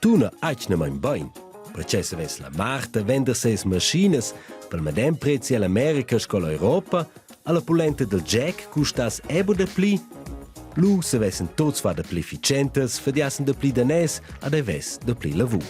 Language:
Romansh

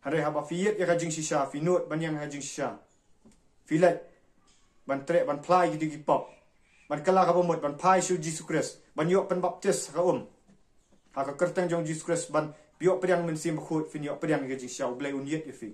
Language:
Khasi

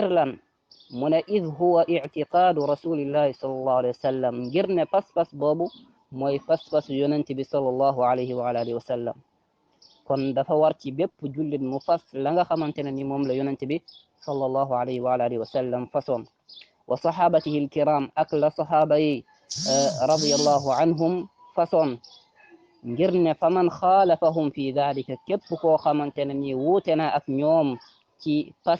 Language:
Wolof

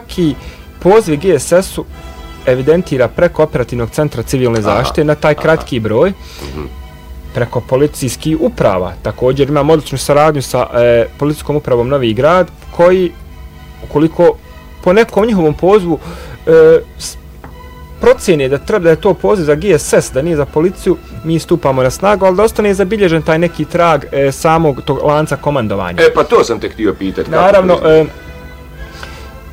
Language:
Bosnian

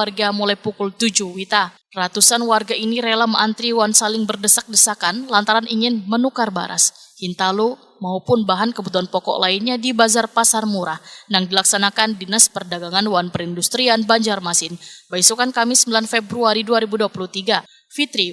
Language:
Banjar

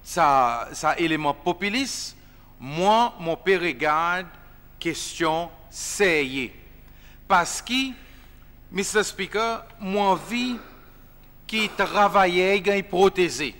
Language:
Seselwa Creole French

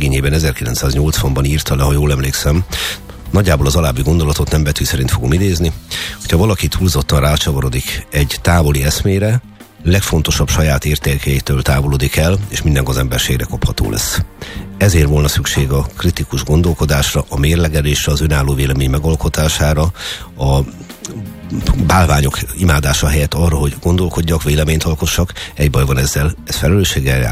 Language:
Hungarian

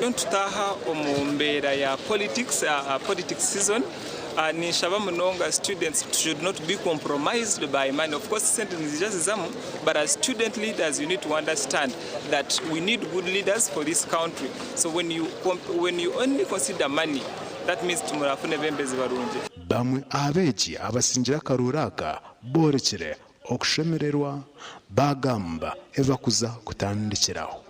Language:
Nyankole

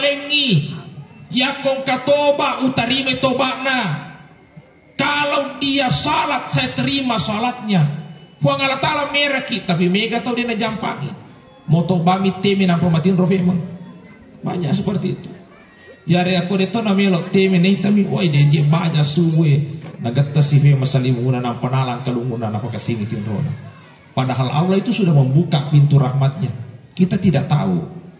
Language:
Buginese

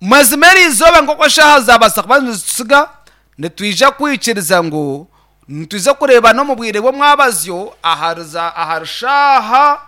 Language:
Nyankole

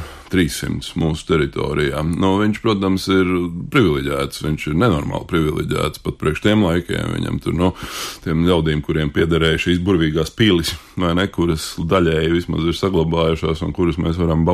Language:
Latvian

